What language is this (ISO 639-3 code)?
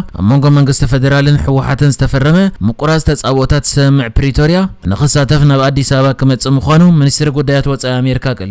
tir